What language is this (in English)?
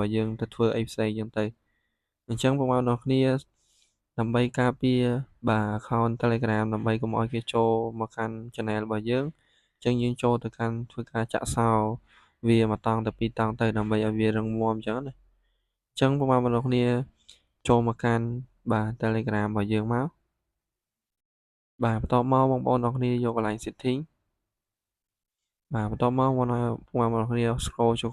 Khmer